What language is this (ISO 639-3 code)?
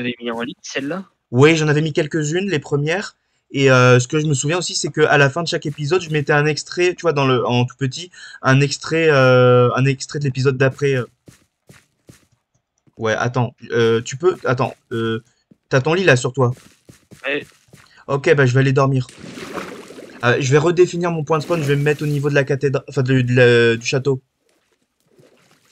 fra